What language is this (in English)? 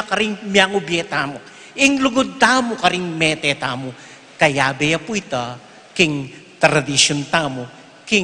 Pampanga